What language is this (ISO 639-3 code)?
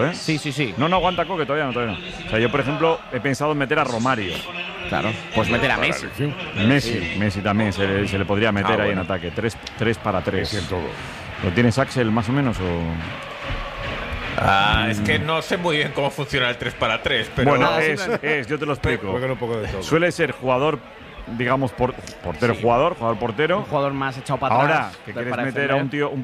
spa